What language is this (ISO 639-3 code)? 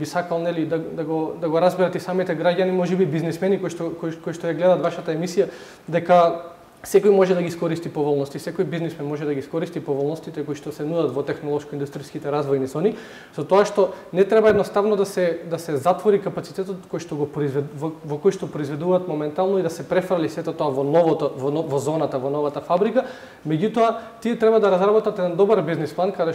mkd